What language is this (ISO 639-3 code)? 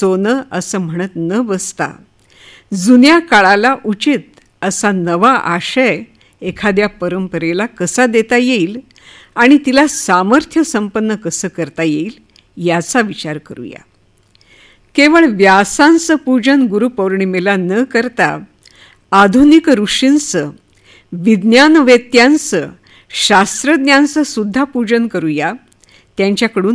mar